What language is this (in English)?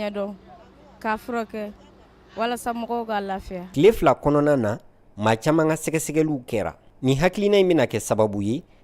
Bambara